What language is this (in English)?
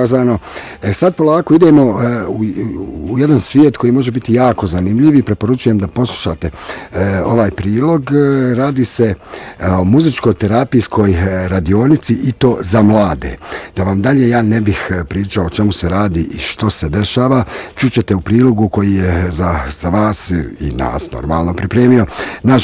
Bosnian